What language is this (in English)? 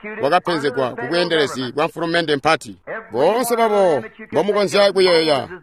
Tonga (Zambia)